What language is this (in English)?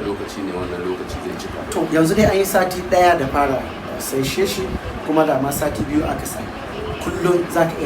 Hausa